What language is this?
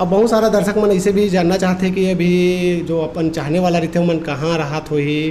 Chhattisgarhi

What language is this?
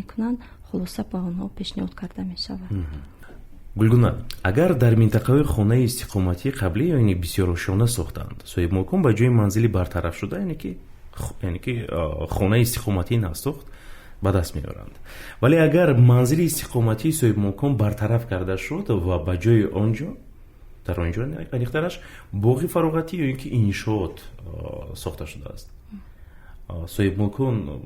Tajik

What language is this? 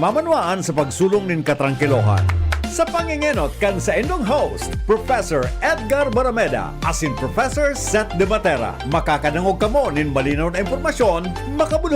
Bikol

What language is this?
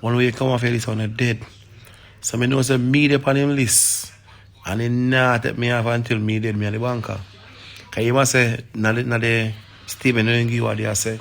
Jamaican Creole English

